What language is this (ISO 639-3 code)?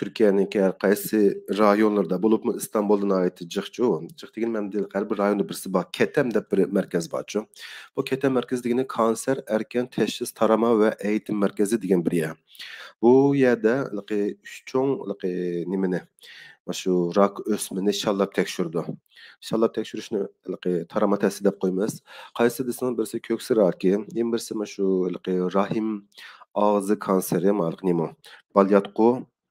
uig